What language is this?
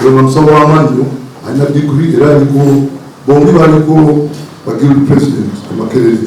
Ganda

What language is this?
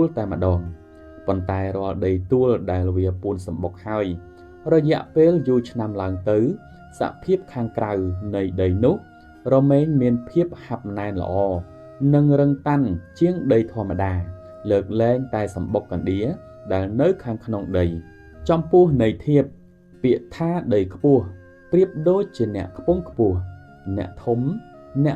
Khmer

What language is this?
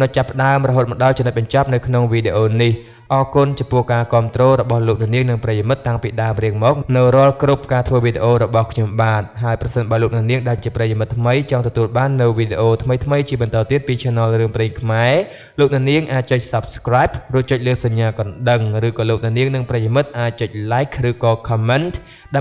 Khmer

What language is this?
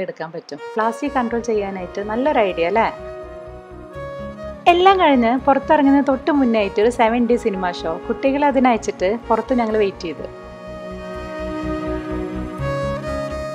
Malayalam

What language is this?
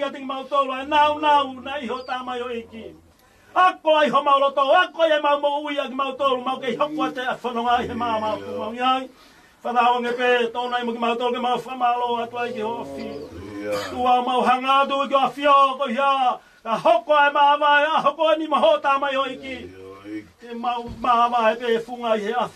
Tongan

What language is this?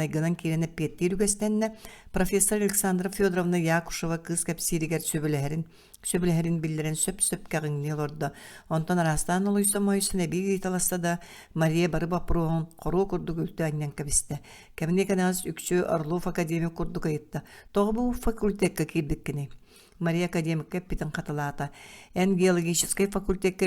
Yakut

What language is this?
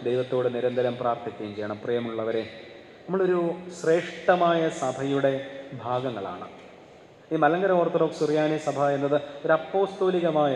Malayalam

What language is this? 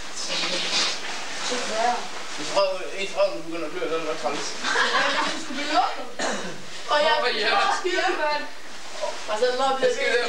Danish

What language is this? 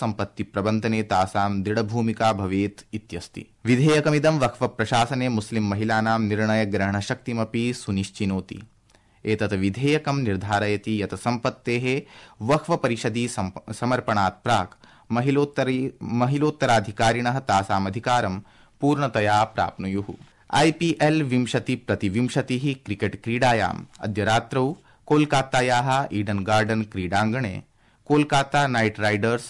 Sanskrit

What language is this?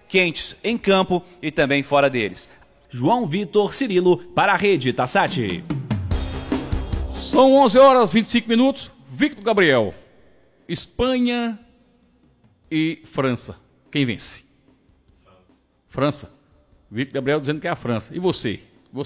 Portuguese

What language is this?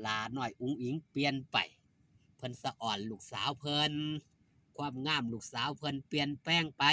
Northeastern Thai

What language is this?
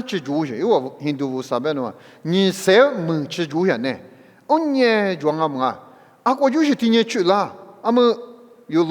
Lisu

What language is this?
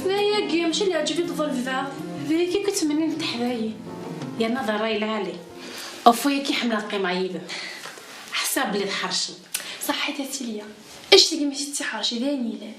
Kabyle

